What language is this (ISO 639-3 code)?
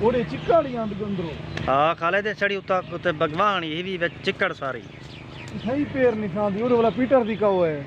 skr